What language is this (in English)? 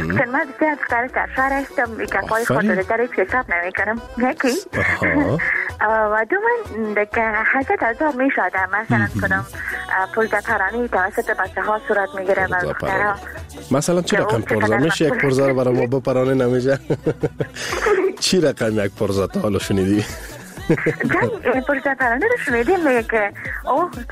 Persian